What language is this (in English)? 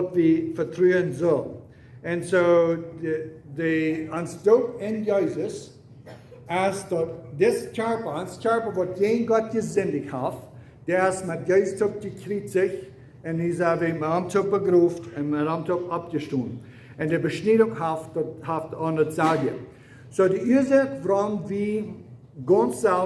Plautdietsch